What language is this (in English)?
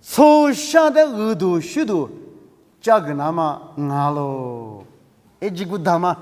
Lisu